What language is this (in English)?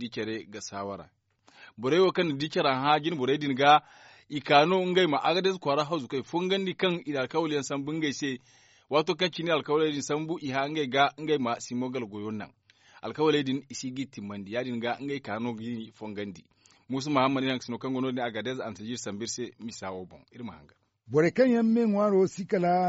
Zarma